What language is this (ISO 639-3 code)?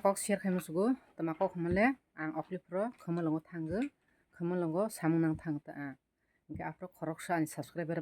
trp